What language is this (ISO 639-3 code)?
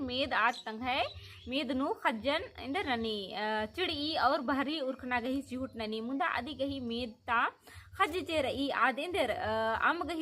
kru